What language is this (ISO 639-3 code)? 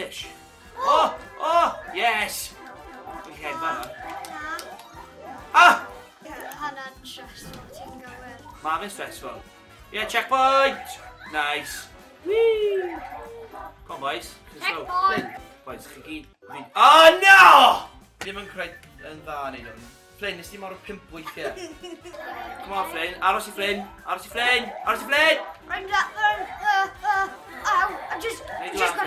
cym